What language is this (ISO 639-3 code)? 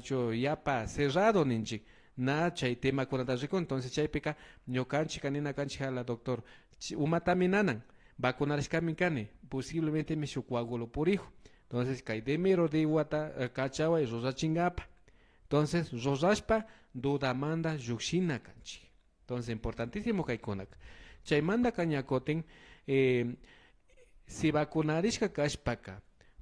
qvi